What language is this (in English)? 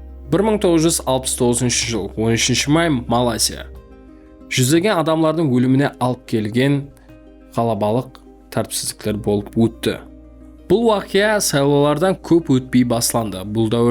Kara-Kalpak